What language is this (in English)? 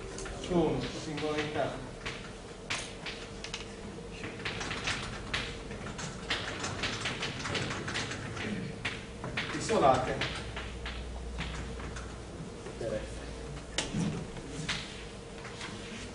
Italian